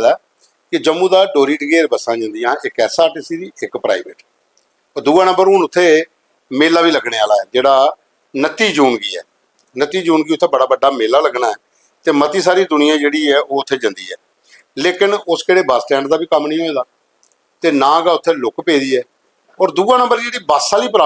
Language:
Dogri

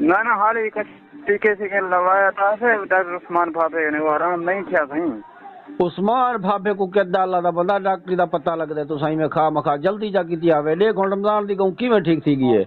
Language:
Saraiki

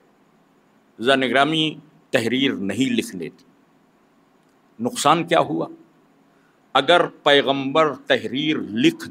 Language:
Urdu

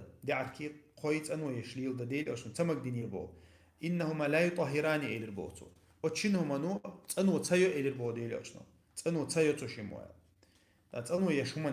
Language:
Chechen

